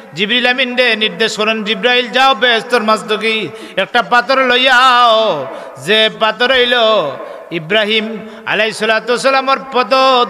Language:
Sylheti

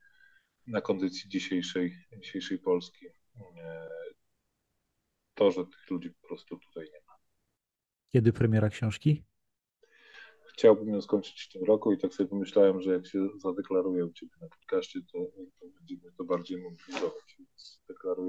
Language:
Polish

